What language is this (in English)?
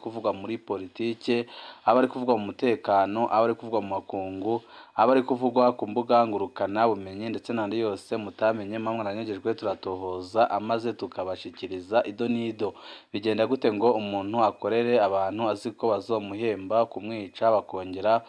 Rundi